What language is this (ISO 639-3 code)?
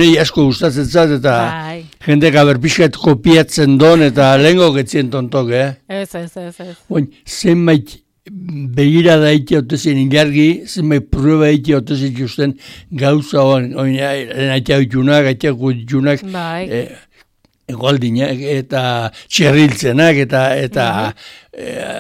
eus